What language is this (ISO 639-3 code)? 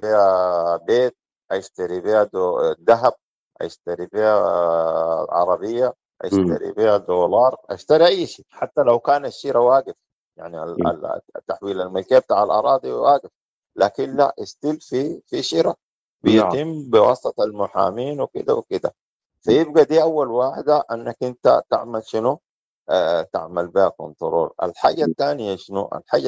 apd